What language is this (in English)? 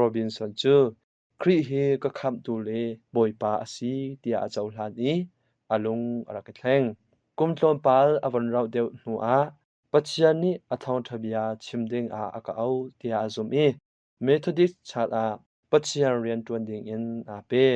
Hakha Chin